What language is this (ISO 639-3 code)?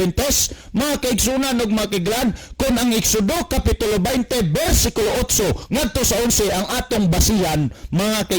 ceb